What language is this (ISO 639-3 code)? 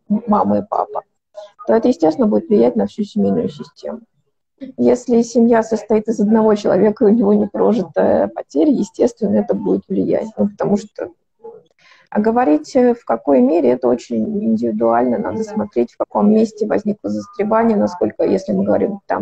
rus